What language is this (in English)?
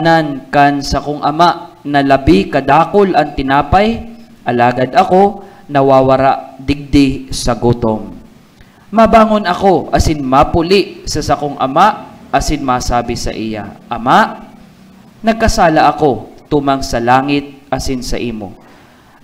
Bikol